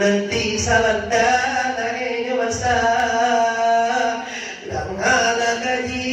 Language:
Minangkabau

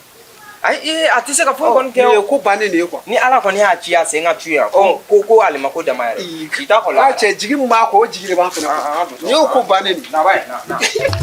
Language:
Bambara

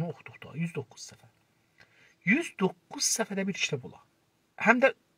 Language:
South Azerbaijani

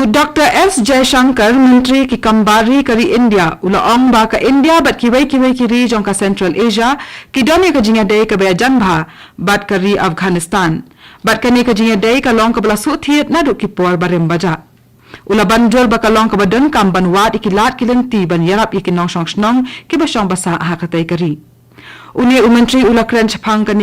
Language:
Khasi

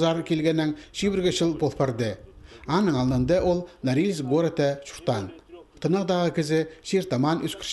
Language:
Khakas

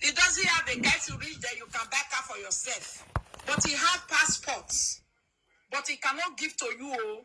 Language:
Nigerian Pidgin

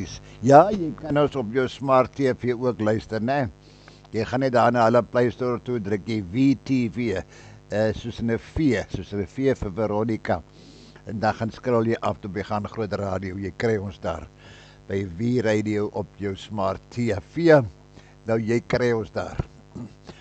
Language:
Afrikaans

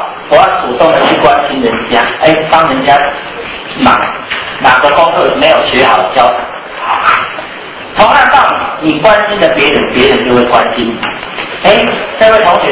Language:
Chinese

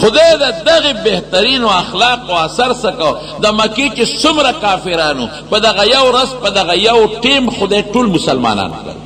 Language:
Pashto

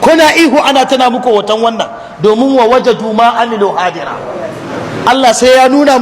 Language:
Hausa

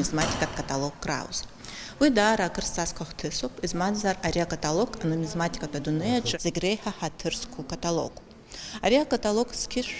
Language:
Abkhazian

